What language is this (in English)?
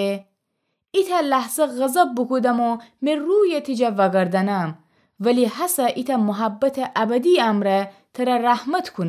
Gilaki